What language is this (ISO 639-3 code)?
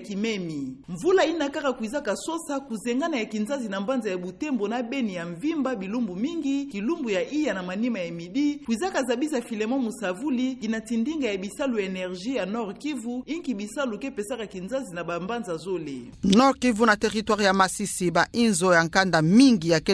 ktu